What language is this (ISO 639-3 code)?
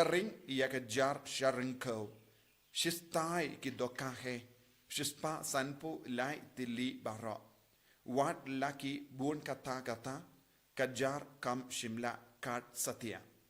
kha